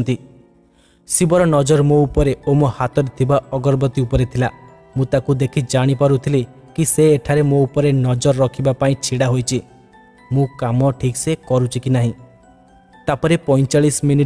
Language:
Odia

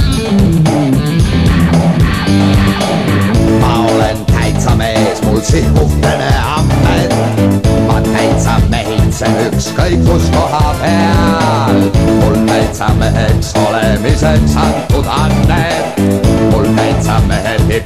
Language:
Estonian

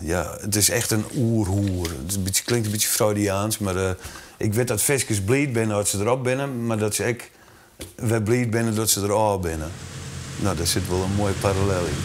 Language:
Western Frisian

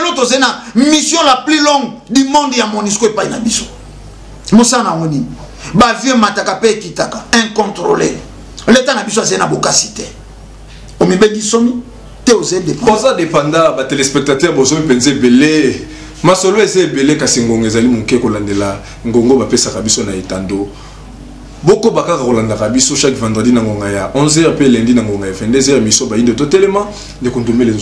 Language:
Lingala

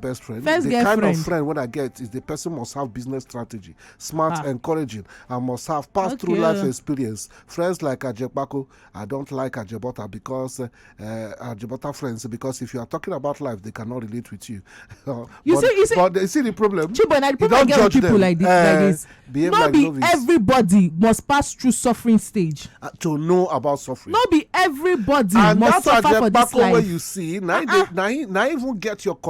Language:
Nigerian Pidgin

